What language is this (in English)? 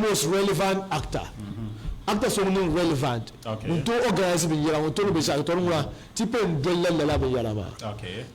Dagbani